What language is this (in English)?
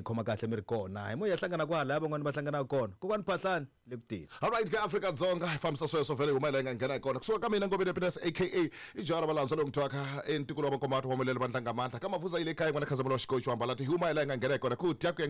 Tsonga